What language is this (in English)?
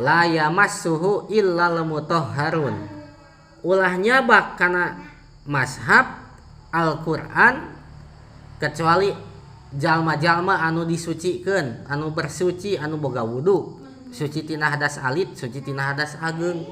Sundanese